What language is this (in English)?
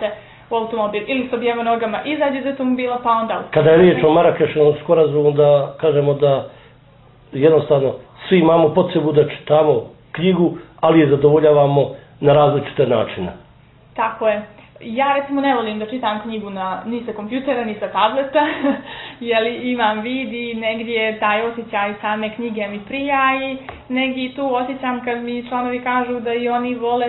Bosnian